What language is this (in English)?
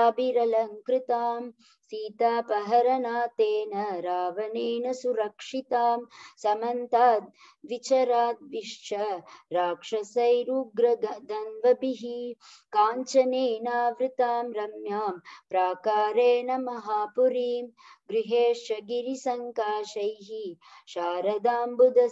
Sanskrit